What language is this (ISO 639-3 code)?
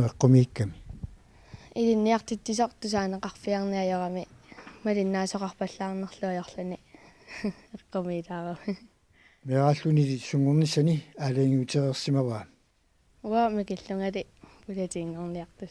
kal